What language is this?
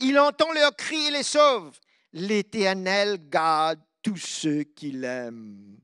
Morisyen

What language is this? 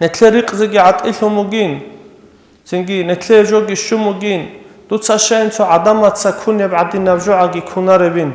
Avaric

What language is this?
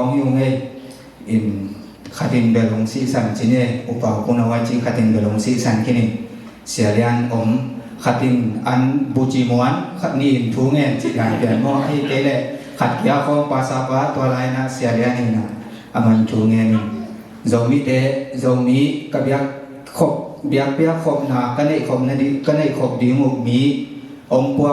Tedim Chin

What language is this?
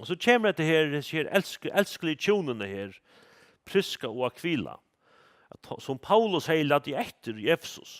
Faroese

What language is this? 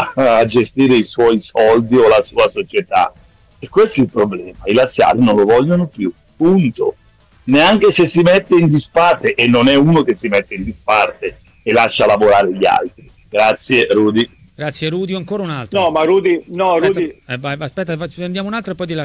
Italian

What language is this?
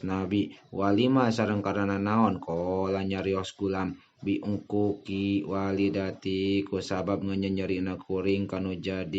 Sundanese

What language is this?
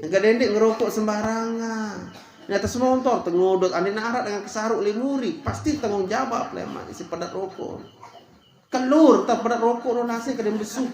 Sasak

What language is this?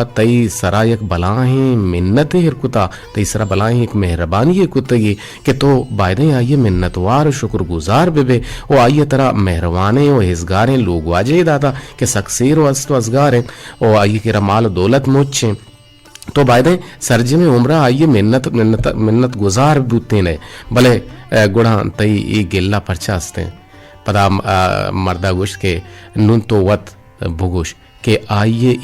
Eastern Balochi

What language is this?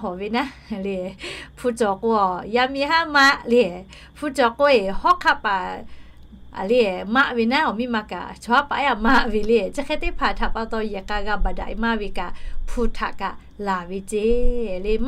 Lahu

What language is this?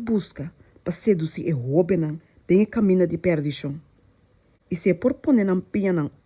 Papiamento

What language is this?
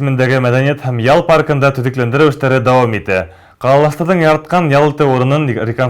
Bashkir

